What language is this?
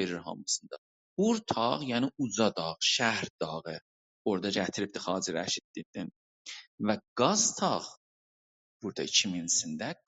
South Azerbaijani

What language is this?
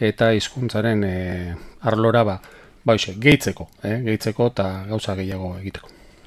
Basque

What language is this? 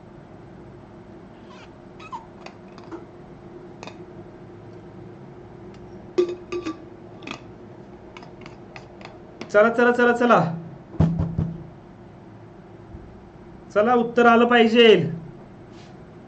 Marathi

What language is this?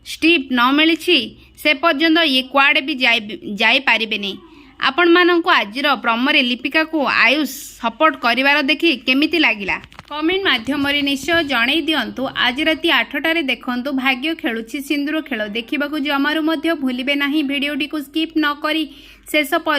Odia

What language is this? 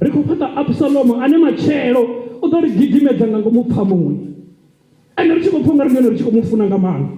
Venda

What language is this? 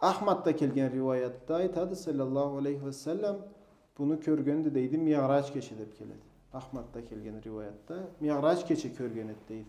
Karachay-Balkar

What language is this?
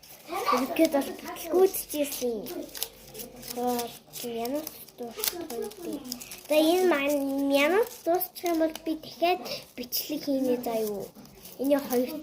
Mongolian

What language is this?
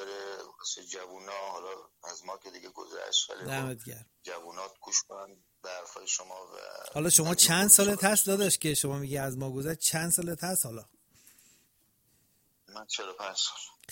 Persian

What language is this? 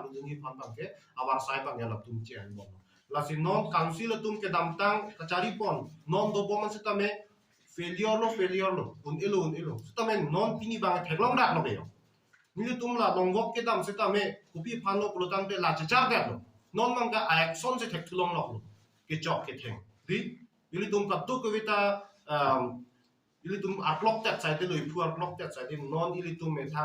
Karbi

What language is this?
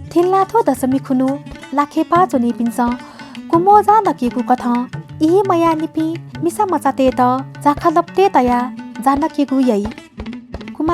Newari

